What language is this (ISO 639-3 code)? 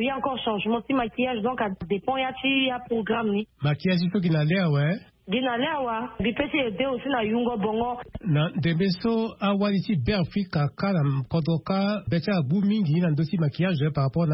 sag